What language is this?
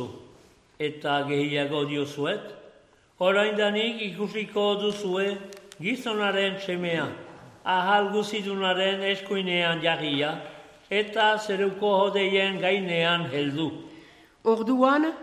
Basque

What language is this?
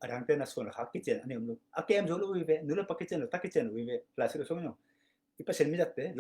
Tedim Chin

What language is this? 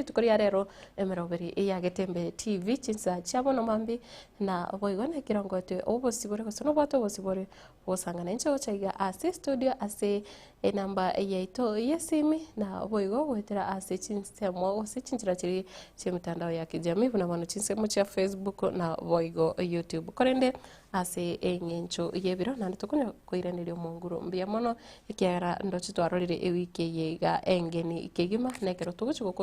Gusii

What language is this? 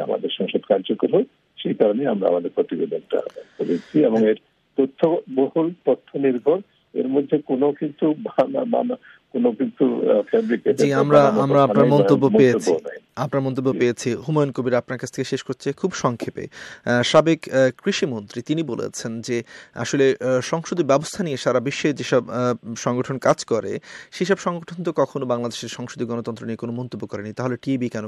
Bangla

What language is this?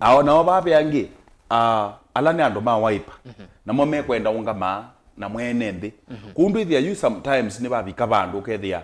Kamba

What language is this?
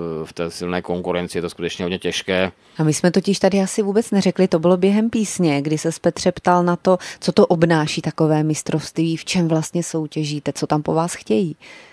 Czech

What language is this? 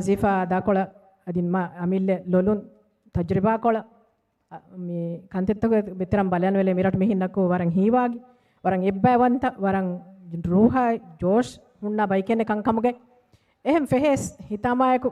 Divehi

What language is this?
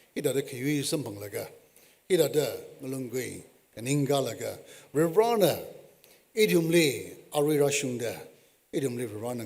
Tangkhul Naga (India)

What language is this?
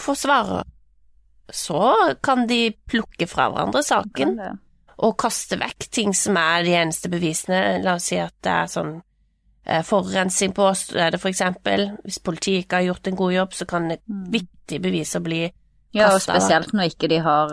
Norwegian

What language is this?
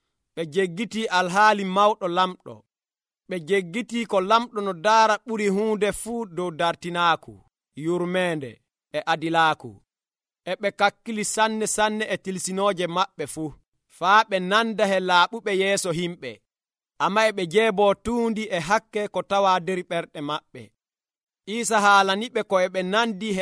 Nigerian Fulfulde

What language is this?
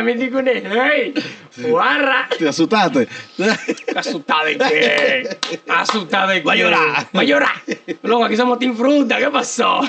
Papiamento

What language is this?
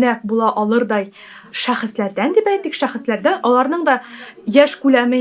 Tatar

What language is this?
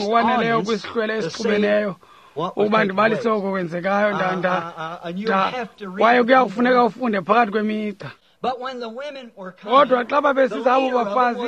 Xhosa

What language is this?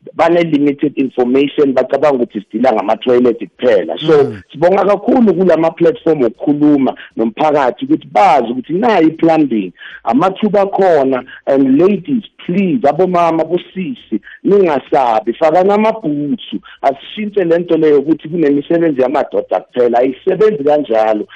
South Ndebele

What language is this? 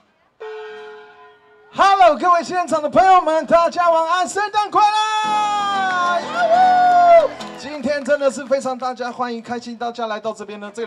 Chinese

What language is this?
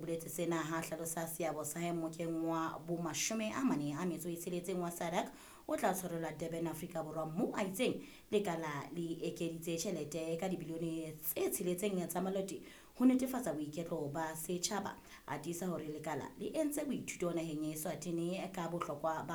Southern Sotho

